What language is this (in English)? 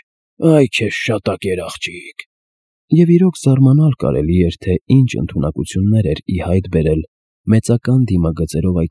Armenian